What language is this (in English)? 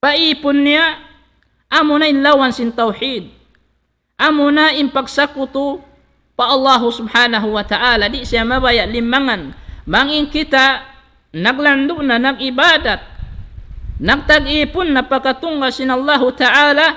Tausug